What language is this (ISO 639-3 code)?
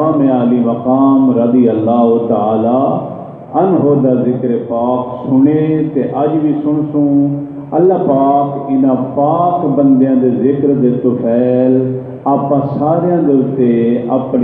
skr